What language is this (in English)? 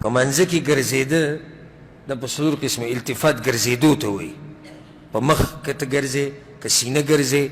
Pashto